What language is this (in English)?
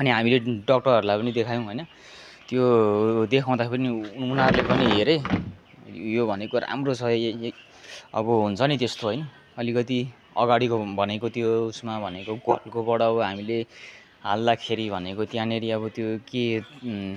Nepali